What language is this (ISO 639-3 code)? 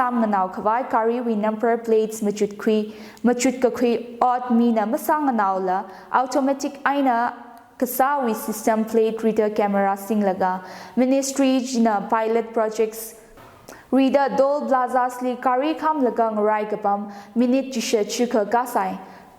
nmf